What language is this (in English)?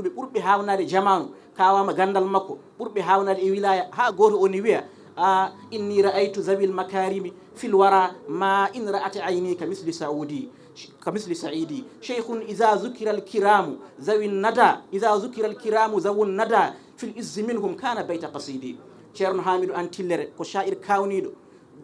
Fula